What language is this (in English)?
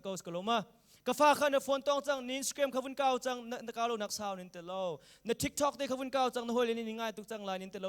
Hakha Chin